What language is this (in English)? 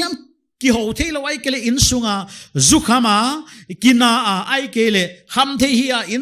Paite Chin